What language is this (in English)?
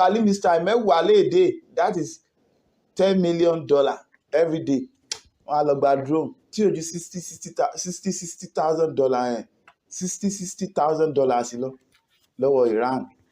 Yoruba